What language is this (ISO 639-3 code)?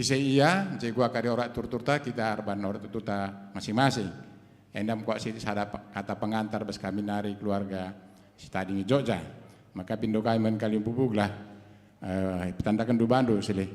btx